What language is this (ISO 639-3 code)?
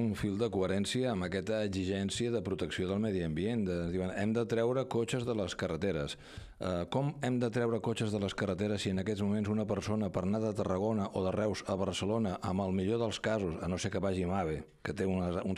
cat